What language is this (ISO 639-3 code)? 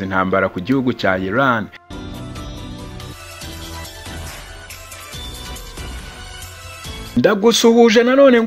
kin